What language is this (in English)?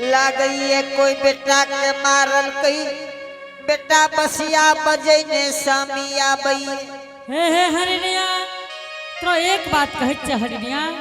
Angika